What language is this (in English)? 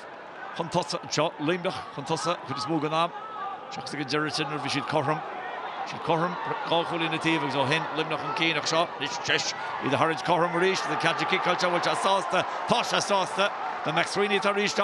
Irish